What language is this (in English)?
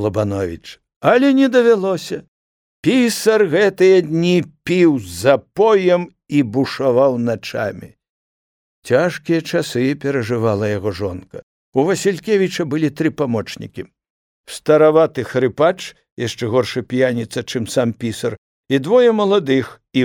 Belarusian